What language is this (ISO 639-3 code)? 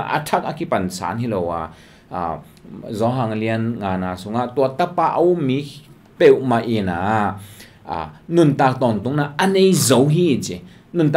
ctd